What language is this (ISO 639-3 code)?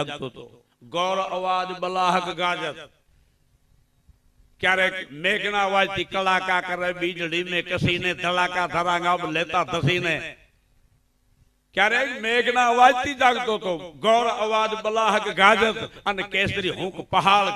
guj